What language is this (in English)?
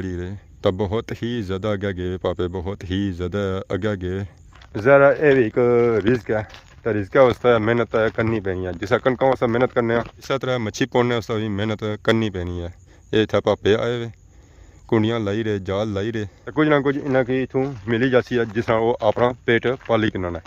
Pahari-Potwari